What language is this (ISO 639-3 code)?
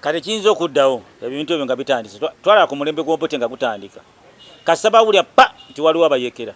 lug